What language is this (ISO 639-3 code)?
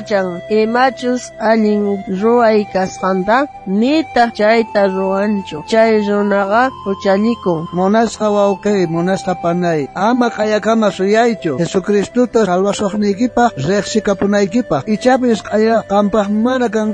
quh